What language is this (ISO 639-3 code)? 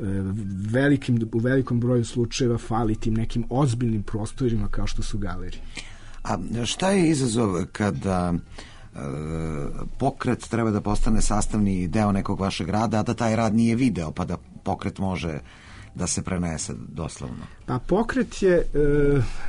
srp